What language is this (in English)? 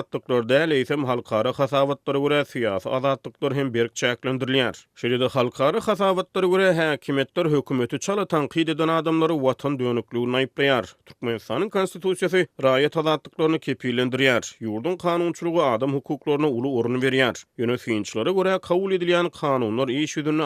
Turkmen